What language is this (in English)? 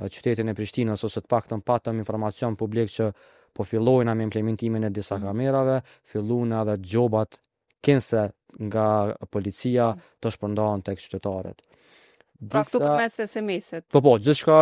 Albanian